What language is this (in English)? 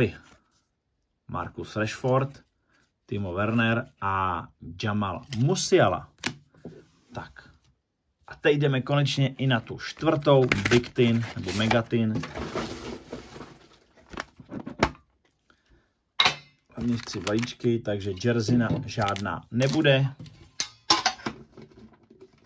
Czech